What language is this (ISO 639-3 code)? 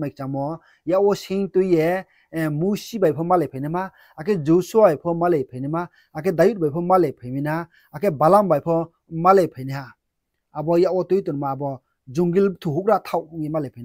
ria